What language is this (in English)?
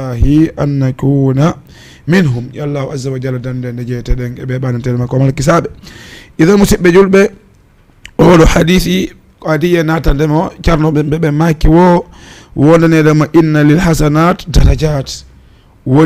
Fula